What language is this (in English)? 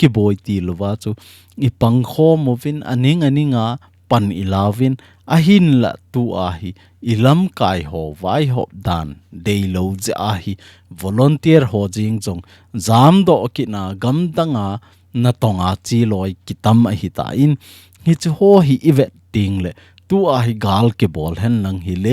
Thado Chin